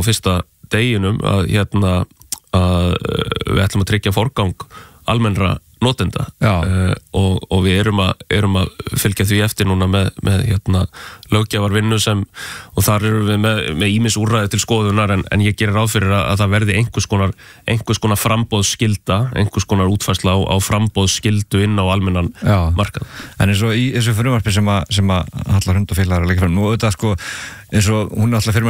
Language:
Icelandic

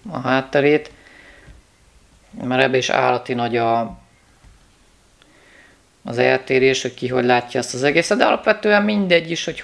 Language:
Hungarian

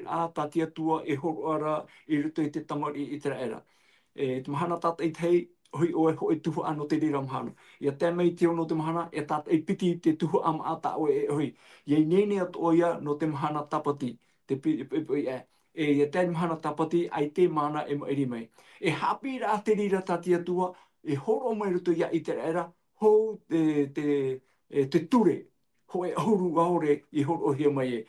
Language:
Tahitian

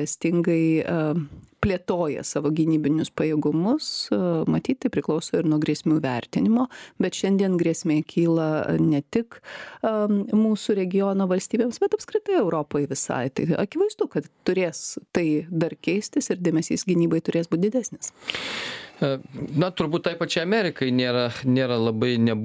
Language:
Lithuanian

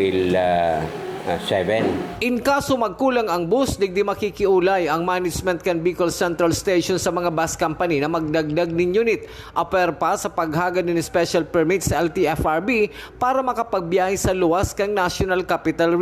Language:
Bikol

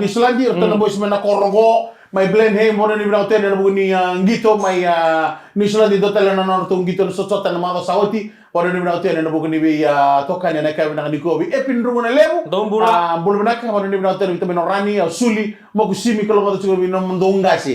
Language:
Fijian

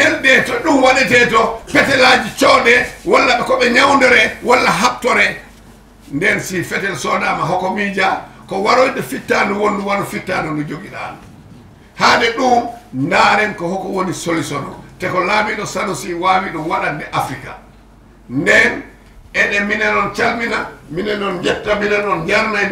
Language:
Fula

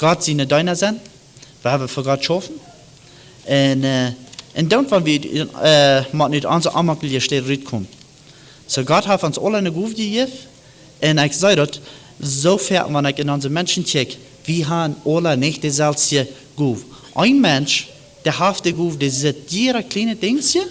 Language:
Plautdietsch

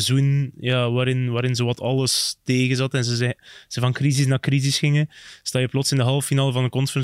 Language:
Dutch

